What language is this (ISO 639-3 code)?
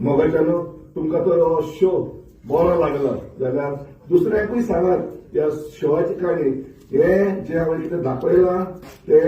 kok